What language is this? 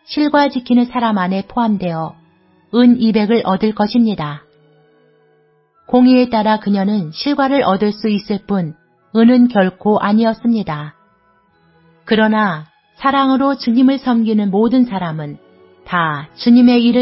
Korean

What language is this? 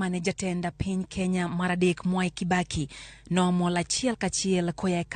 Luo (Kenya and Tanzania)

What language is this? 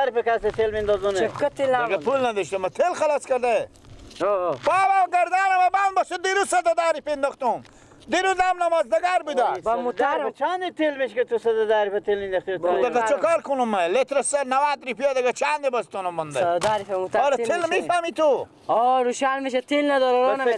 Persian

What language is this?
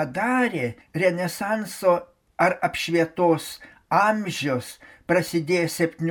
Lithuanian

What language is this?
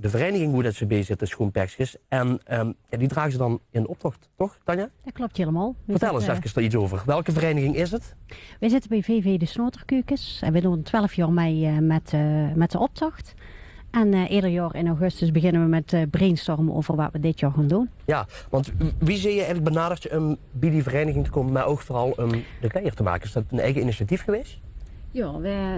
Limburgish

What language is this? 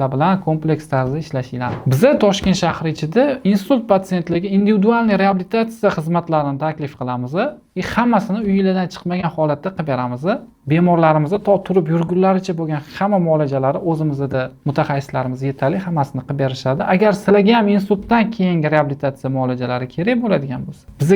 Uzbek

